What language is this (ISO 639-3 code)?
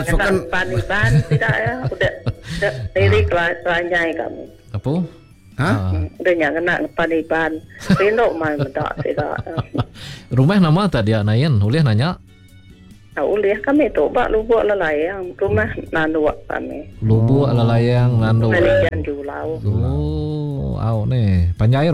iba